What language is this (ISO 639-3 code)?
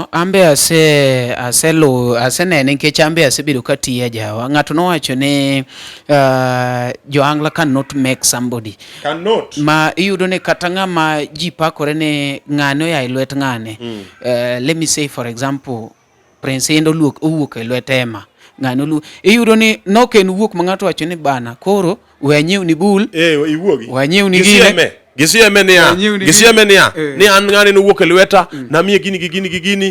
luo